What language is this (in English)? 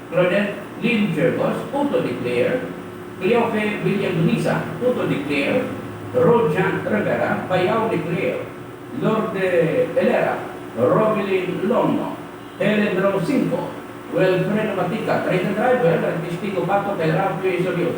Hiligaynon